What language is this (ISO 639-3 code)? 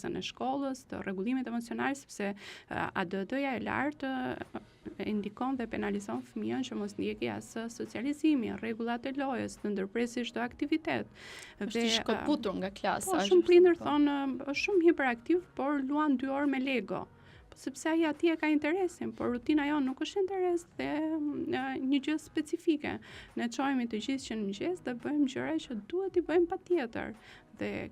sqi